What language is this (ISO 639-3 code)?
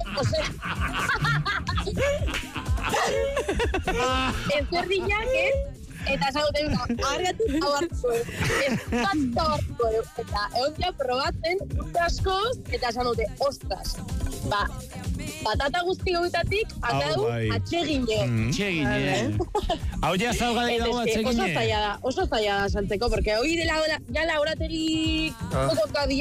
eus